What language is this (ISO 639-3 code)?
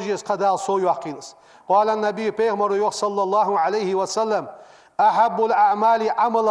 inh